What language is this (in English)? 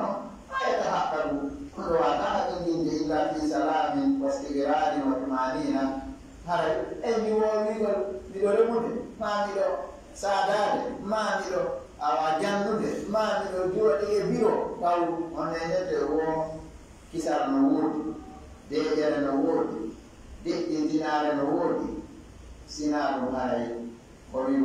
Fula